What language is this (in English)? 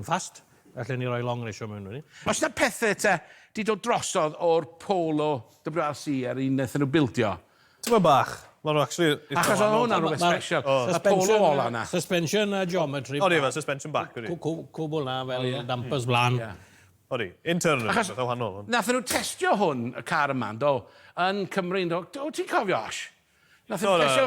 Welsh